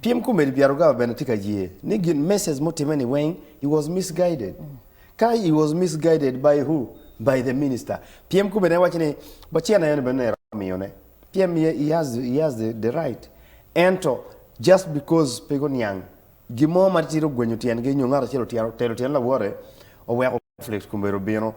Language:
Acoli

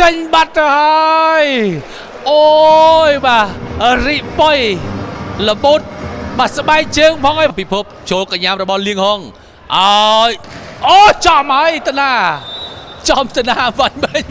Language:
Khmer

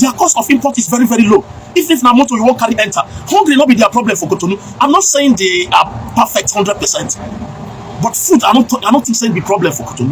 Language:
Nigerian Pidgin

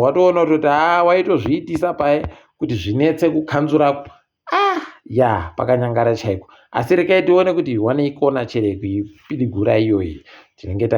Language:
Ndau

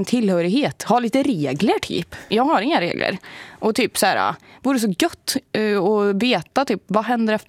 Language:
Swedish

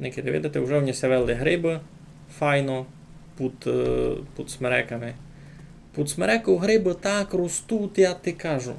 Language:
Rusyn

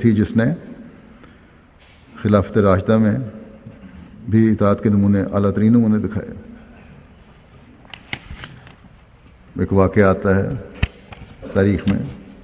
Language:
Urdu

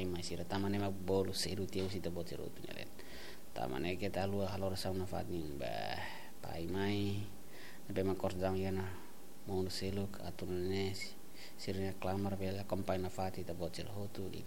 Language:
Tetum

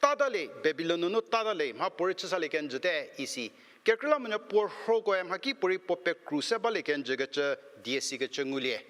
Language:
Angami Naga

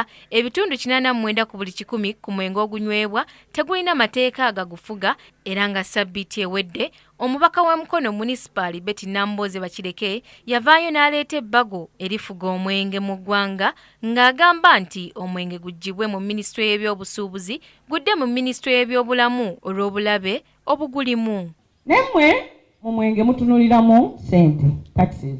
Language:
Ganda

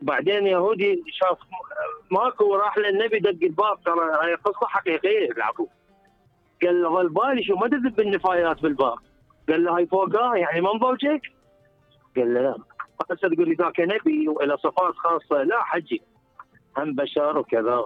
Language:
Mesopotamian Arabic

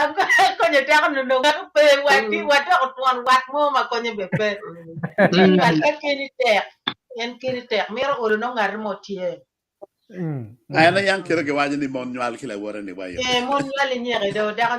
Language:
Acoli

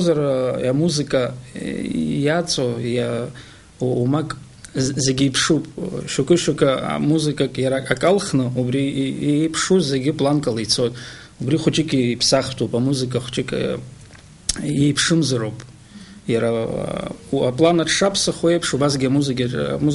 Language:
Abkhazian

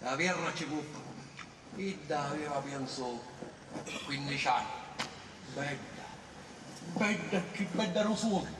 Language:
Sicilian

